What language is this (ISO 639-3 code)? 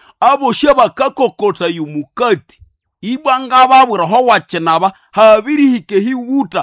nnb